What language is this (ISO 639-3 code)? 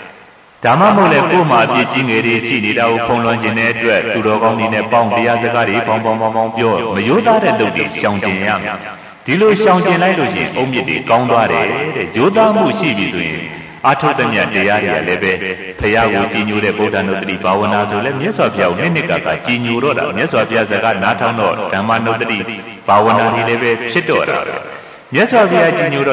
mya